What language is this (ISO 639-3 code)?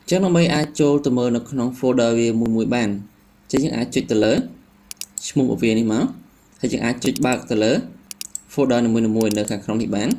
khm